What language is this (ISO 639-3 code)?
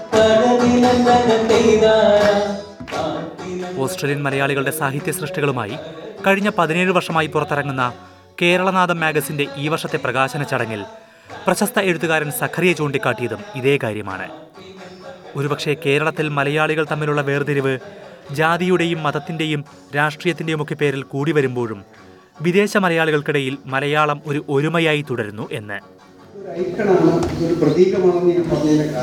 mal